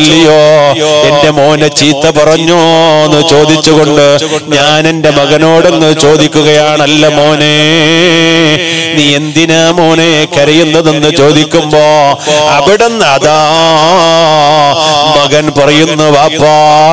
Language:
Malayalam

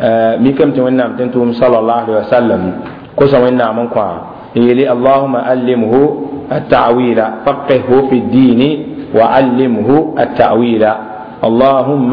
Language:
Mossi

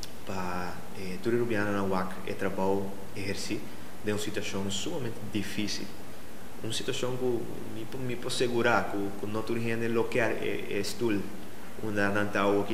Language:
Papiamento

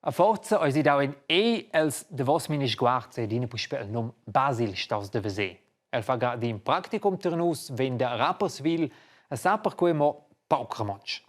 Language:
Romansh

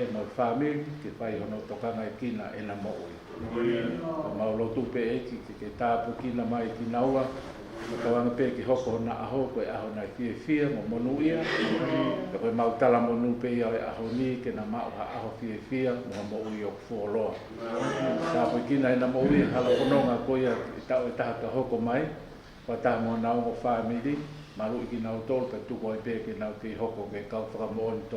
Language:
Tongan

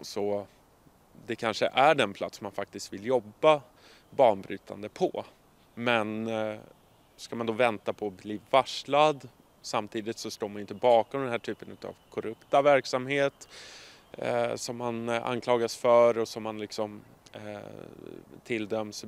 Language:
Swedish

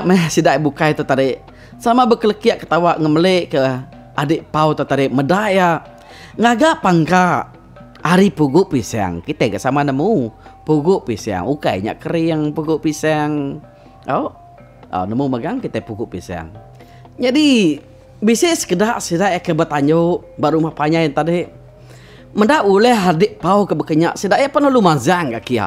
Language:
Iban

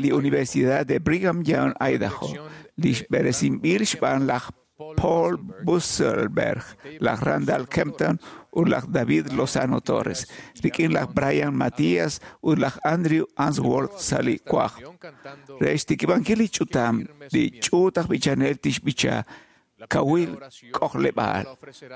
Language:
Kekchí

